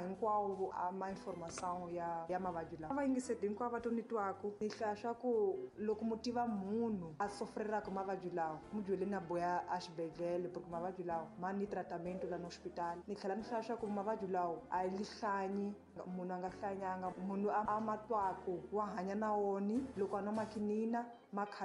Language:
Tsonga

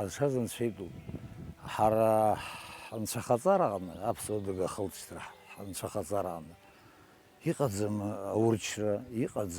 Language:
Abkhazian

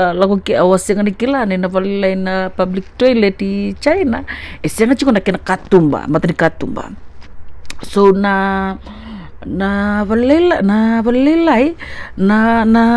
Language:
Fijian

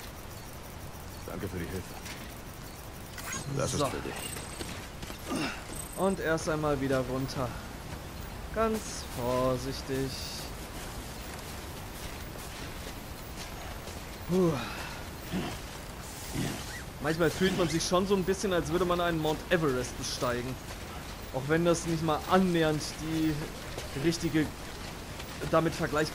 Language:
German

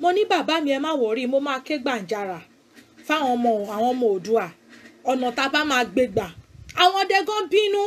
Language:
Yoruba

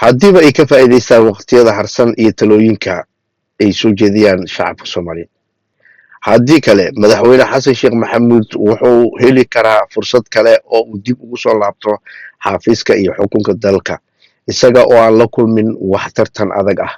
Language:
Somali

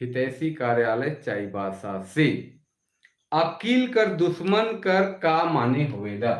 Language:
Sadri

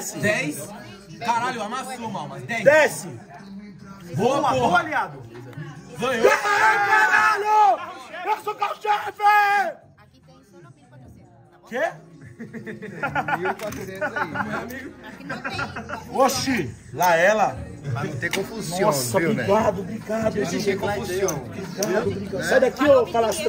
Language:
Portuguese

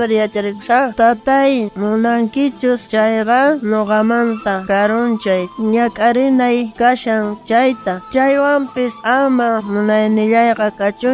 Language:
South Bolivian Quechua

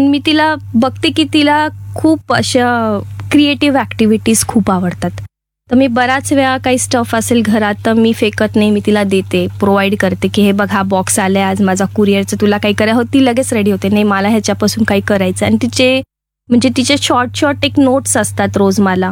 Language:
Marathi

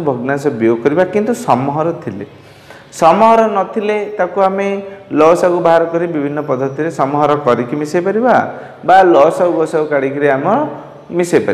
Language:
Odia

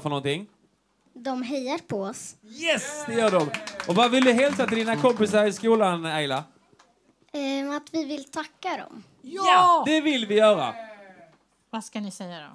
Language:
Swedish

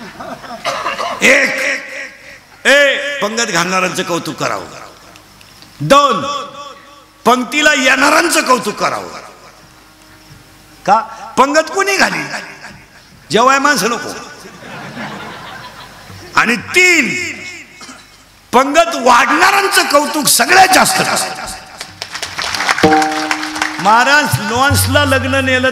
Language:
Marathi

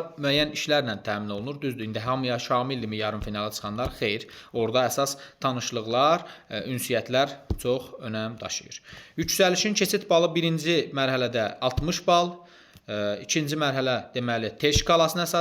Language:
Azerbaijani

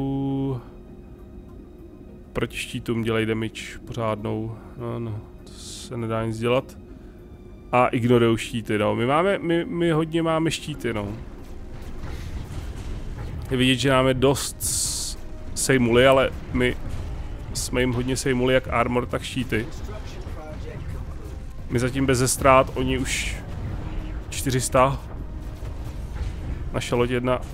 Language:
Czech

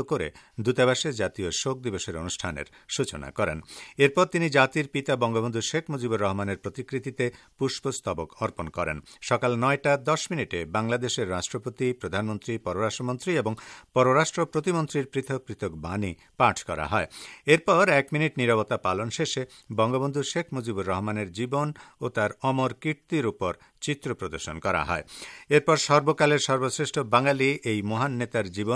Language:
Bangla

